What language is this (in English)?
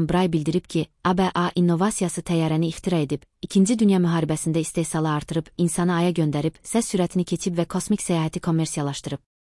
Azerbaijani